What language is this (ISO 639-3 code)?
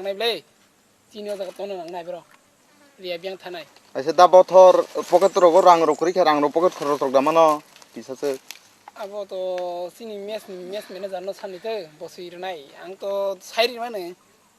ria